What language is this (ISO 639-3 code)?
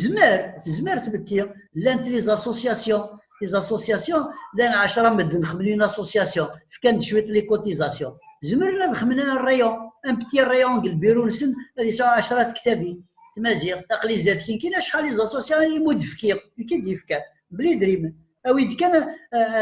kab